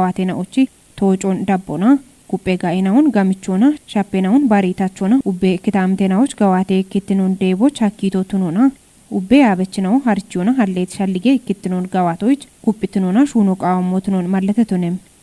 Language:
Kafa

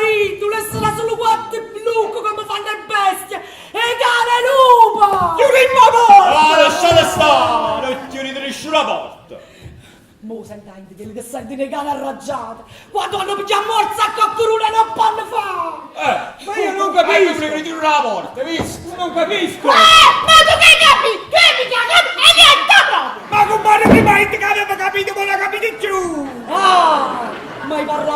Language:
Neapolitan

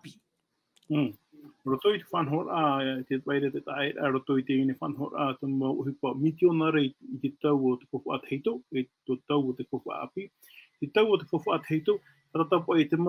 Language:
Tahitian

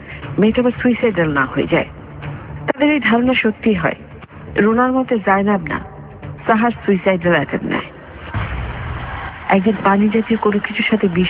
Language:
Bangla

